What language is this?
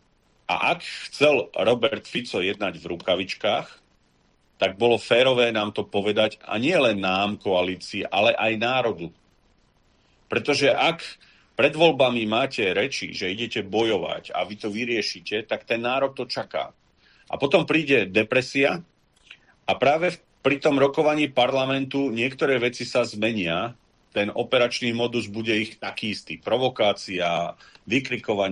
Slovak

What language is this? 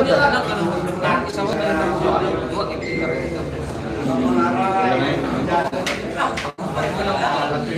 Filipino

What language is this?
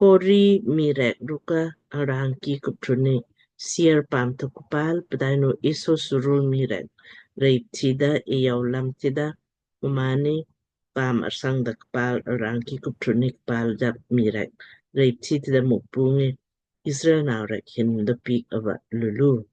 Lamkang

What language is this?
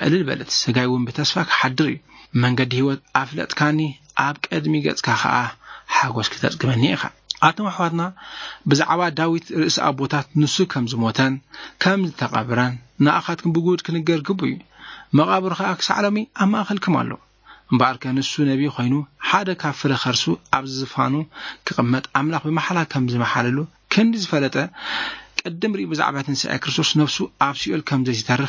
Tigrinya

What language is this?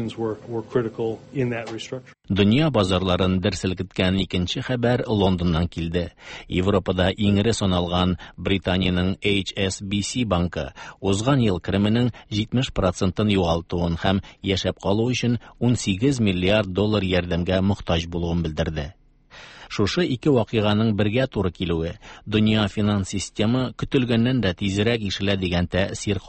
Tatar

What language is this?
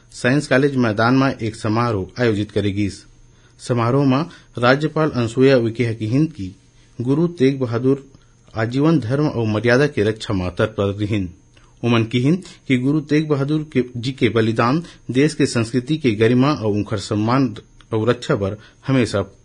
Chhattisgarhi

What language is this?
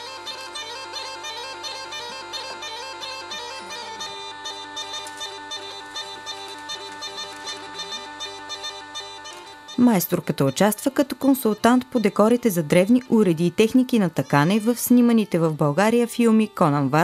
Bulgarian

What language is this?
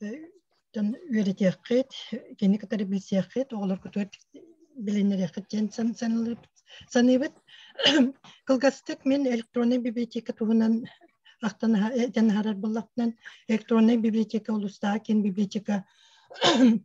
Yakut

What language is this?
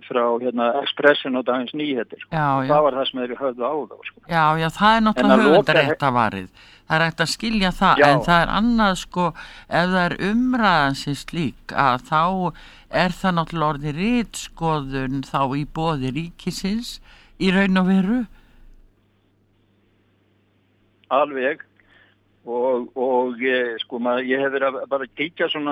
Icelandic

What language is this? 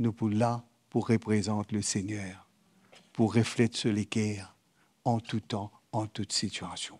Morisyen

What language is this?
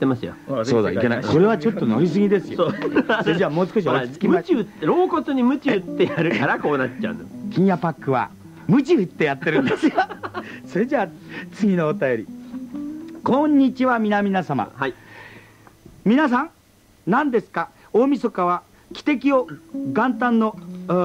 Japanese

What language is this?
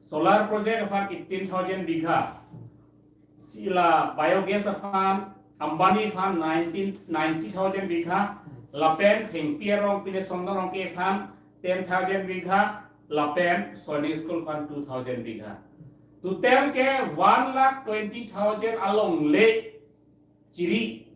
Karbi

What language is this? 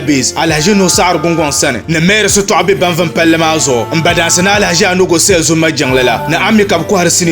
Dagbani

